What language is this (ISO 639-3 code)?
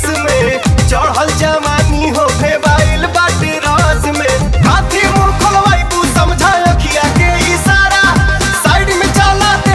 bho